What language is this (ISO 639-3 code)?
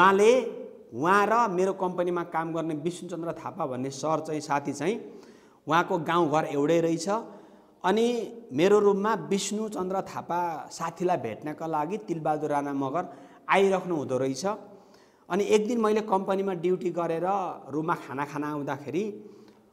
nep